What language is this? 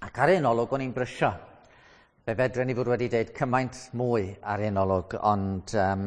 Welsh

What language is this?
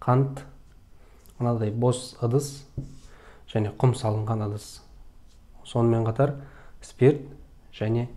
Kazakh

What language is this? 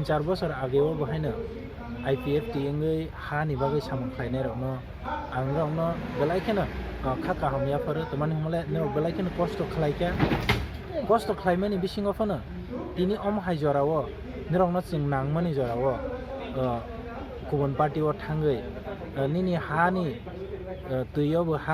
Kok Borok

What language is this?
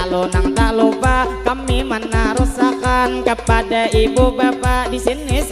Banjar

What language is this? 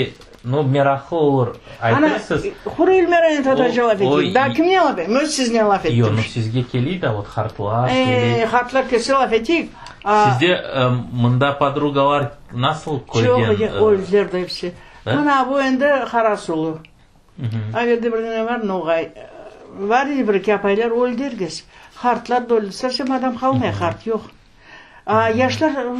Crimean Tatar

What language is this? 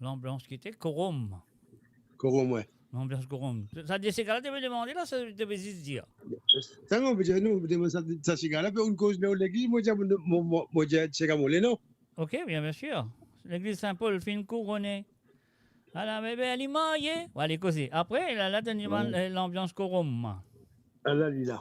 Morisyen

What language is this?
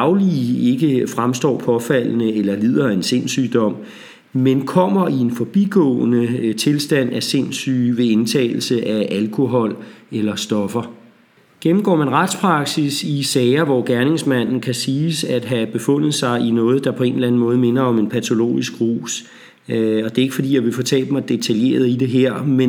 Danish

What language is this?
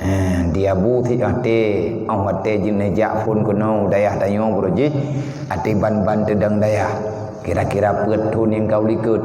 Achinese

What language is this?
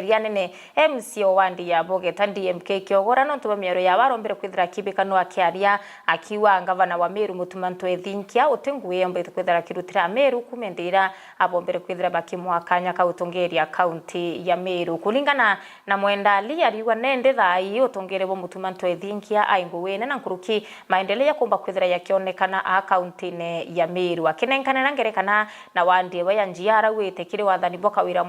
Meru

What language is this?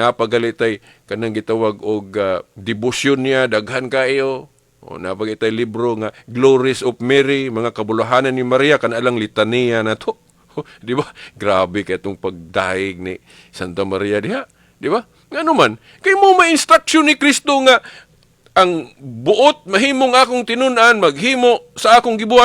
Cebuano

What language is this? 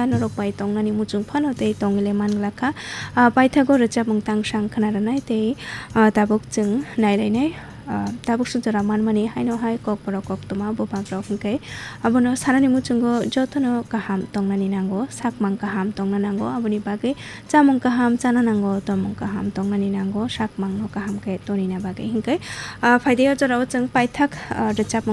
Kok Borok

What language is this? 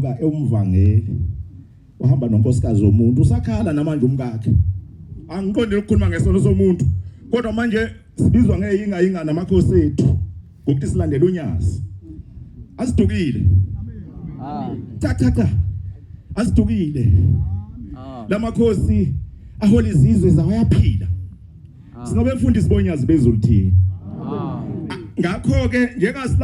Zulu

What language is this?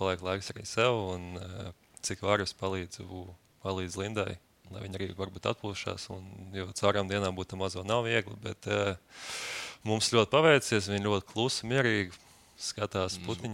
Latvian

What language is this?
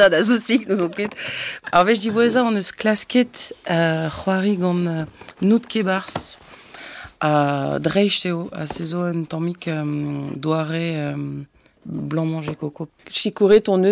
Breton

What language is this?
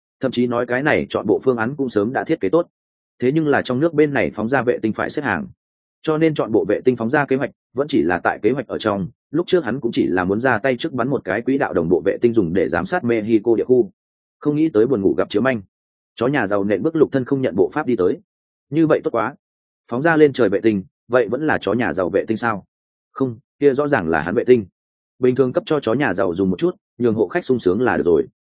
Vietnamese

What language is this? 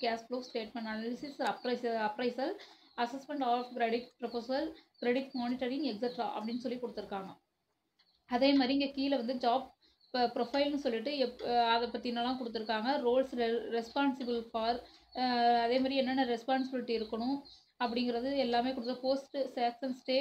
Tamil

